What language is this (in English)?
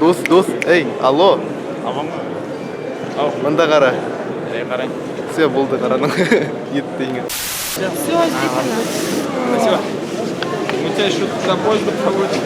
Bashkir